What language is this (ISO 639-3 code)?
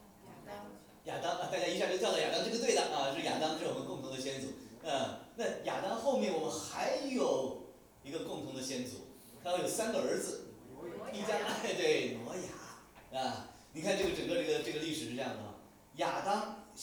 zho